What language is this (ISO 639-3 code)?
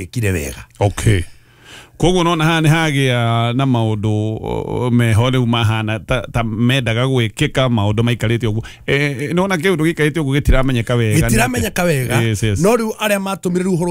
kik